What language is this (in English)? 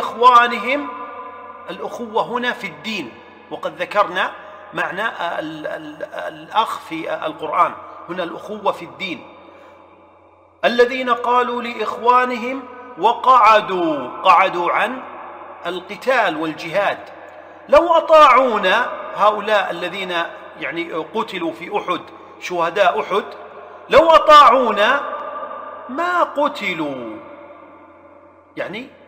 Arabic